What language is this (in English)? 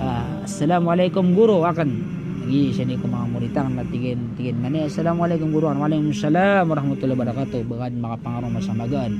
Maranao